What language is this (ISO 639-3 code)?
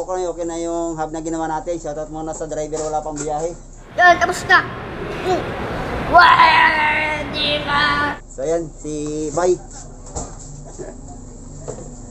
fil